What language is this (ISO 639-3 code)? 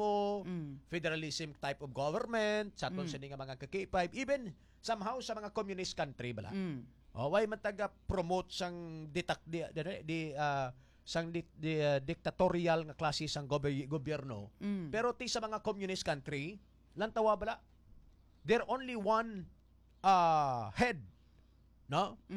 hil